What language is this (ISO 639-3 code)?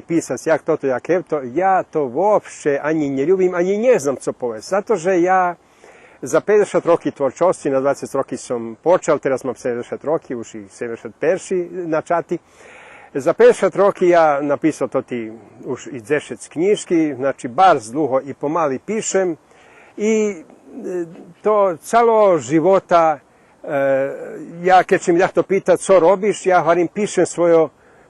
rue